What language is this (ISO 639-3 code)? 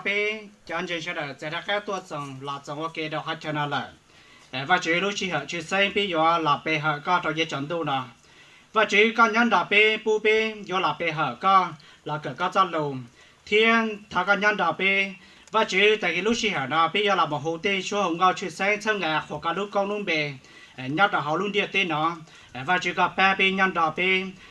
hmn